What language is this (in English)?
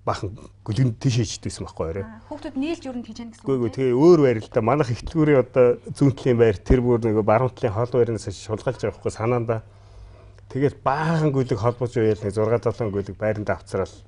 Mongolian